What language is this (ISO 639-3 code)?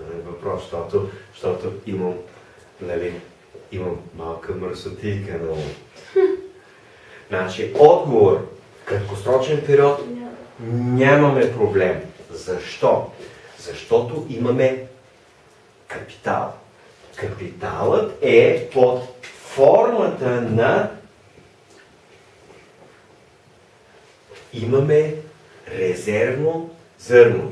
bul